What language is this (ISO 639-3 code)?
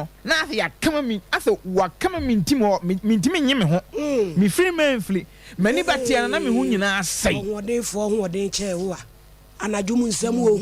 aka